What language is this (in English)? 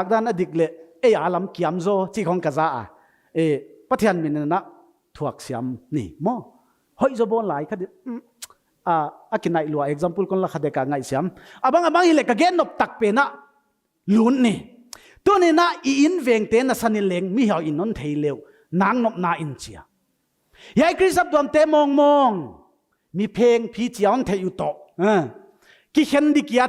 Paite Chin